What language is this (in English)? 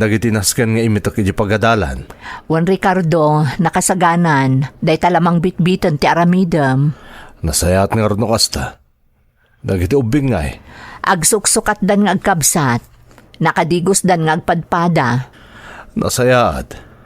Iloko